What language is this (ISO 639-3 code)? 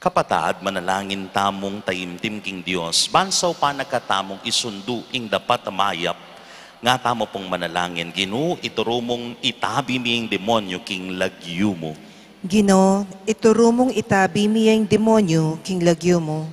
pam